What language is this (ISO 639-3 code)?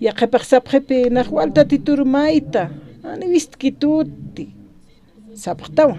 aym